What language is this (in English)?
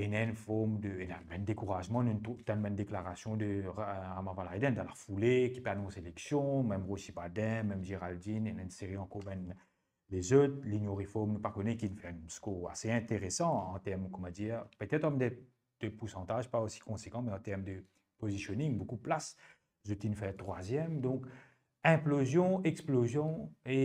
Morisyen